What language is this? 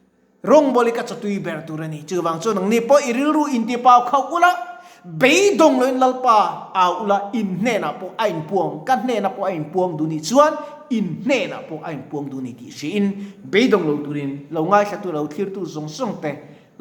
Mizo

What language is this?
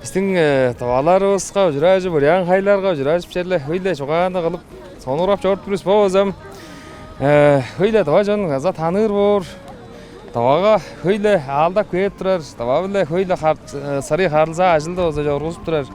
Tuvinian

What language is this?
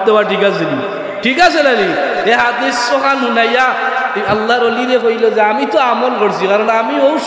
Sylheti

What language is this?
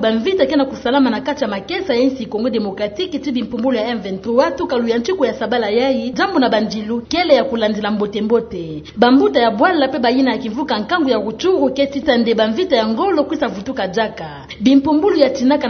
Kituba (Democratic Republic of Congo)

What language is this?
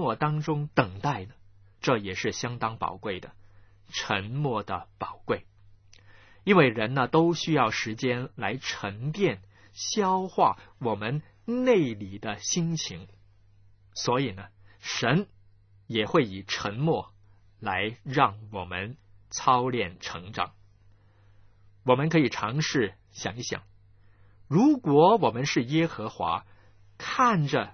Chinese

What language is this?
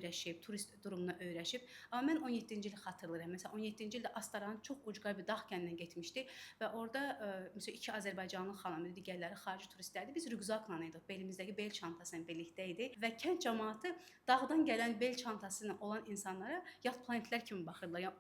Azerbaijani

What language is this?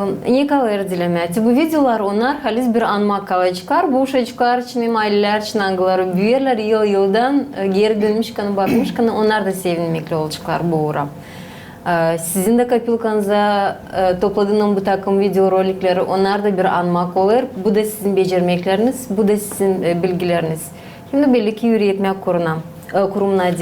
Gagauz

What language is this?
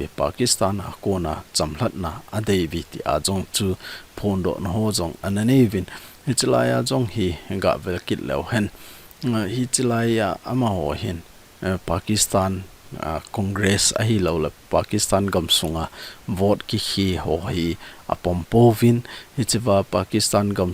Thado Chin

